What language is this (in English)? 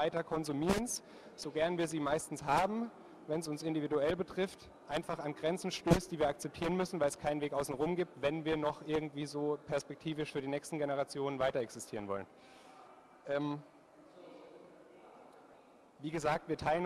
German